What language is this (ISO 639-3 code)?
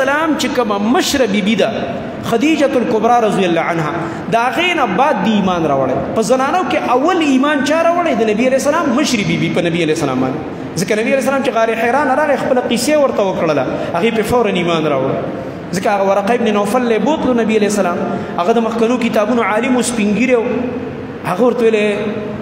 pus